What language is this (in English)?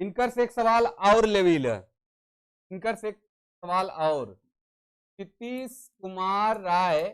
Sadri